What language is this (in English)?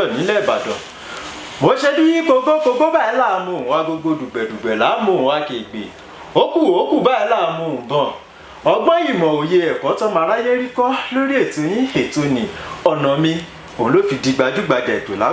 Yoruba